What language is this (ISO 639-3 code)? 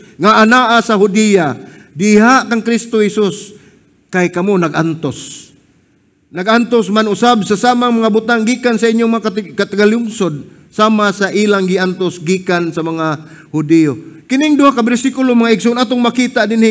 ceb